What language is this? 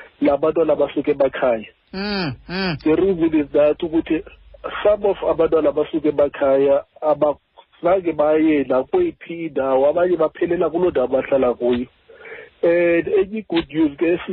Xhosa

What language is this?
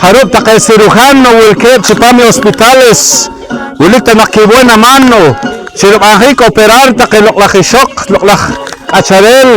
Poqomchi'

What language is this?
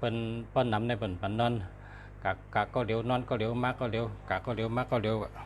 Shan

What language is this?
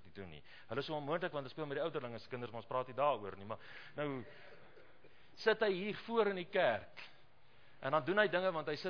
Afrikaans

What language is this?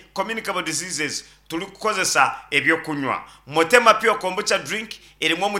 Nyankole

